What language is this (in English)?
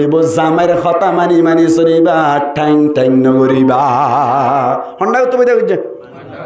Rohingya